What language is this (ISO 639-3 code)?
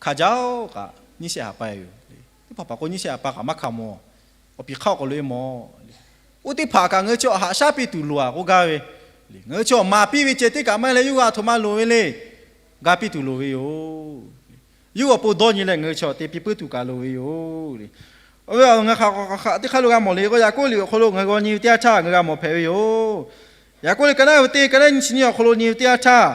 lhu